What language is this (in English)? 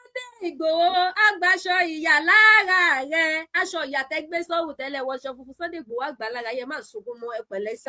Yoruba